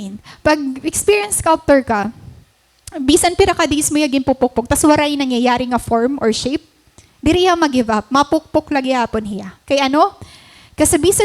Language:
Waray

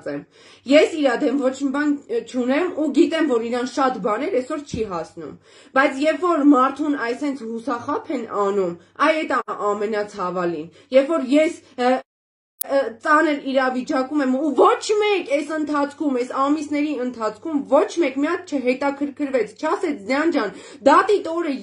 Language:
Armenian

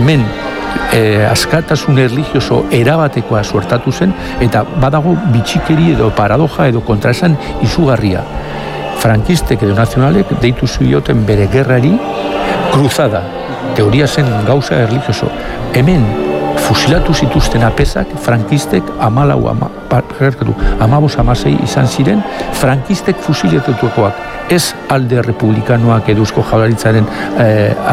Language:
Basque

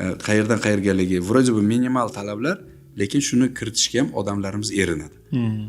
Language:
Uzbek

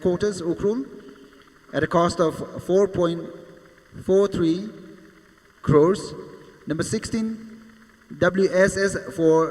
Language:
Tangkhul Naga (India)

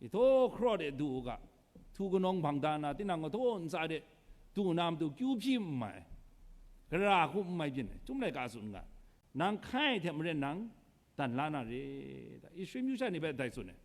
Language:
Kachin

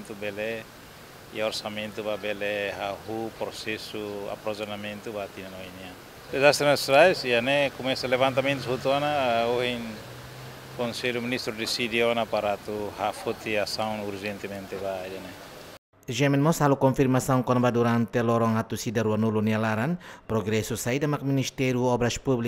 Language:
Tetum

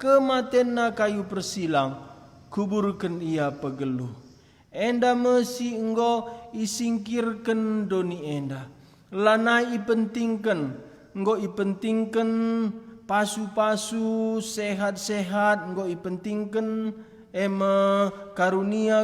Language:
Batak Karo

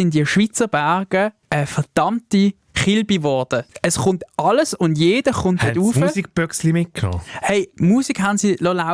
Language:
Swiss German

